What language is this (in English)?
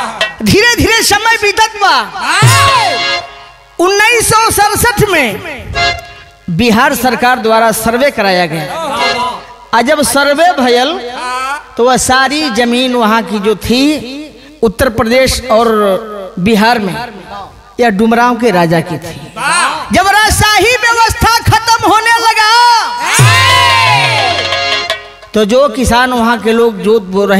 Bhojpuri